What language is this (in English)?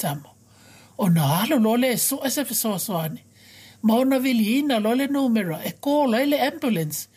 Samoan